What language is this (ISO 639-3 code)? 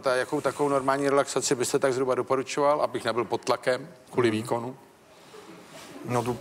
ces